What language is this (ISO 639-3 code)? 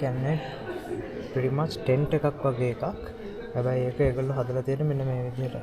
sin